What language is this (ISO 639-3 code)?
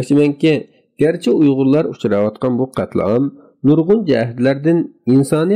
uig